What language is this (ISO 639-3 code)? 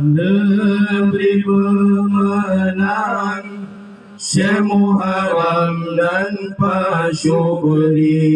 ace